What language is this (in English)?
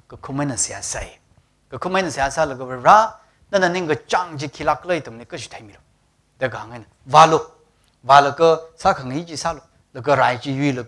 Tangkhul Naga (India)